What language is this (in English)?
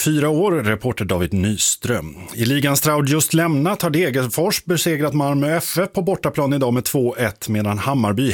Swedish